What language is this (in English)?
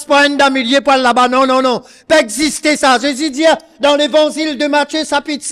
Morisyen